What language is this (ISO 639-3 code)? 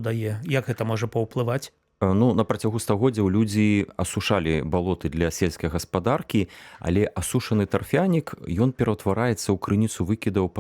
bel